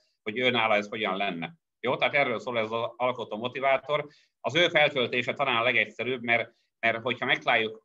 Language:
Hungarian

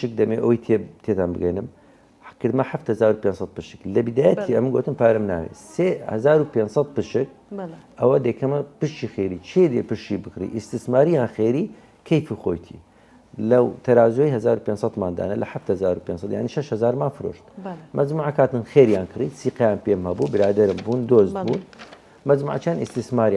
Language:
Central Kurdish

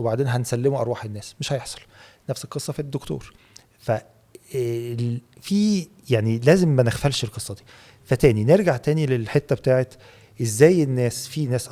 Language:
Egyptian Arabic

